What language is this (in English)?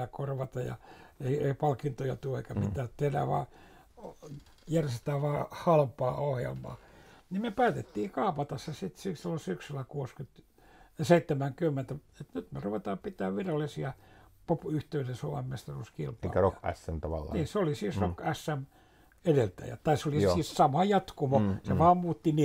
Finnish